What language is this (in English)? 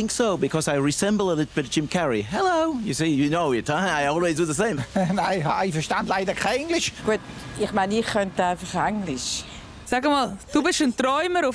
Swiss German